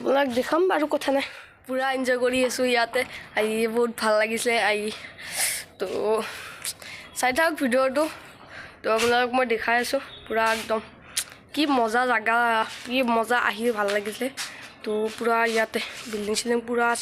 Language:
Assamese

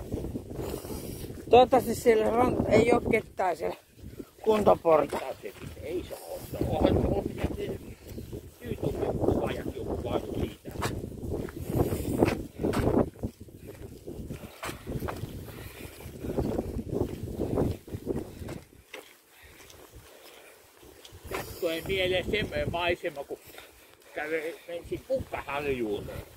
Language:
Finnish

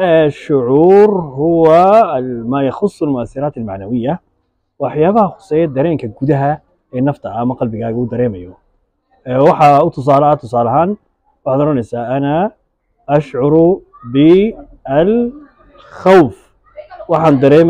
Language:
Somali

